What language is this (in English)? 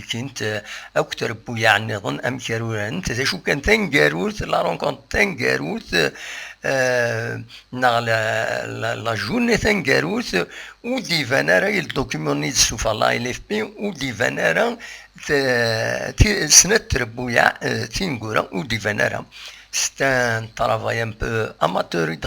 Kabyle